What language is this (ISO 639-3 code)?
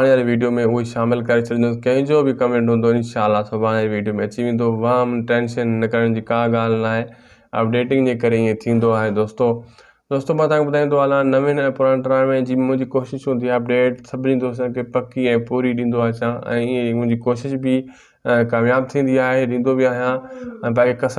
snd